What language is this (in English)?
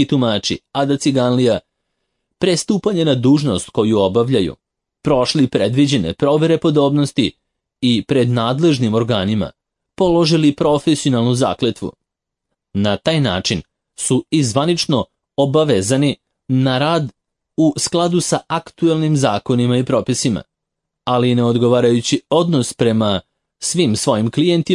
Serbian